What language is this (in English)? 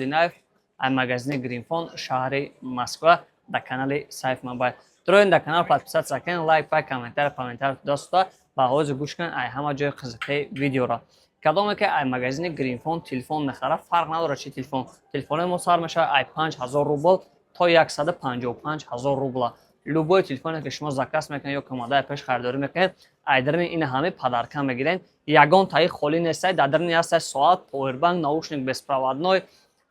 Tajik